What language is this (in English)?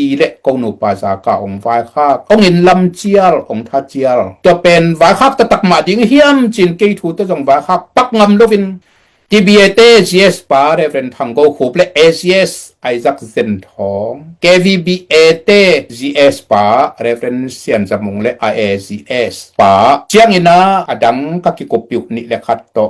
Tedim Chin